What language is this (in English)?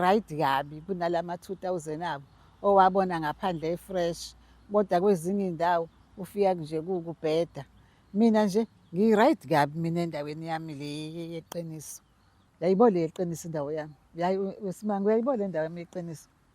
Zulu